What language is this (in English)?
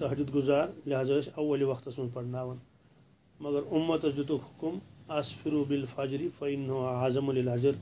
Kashmiri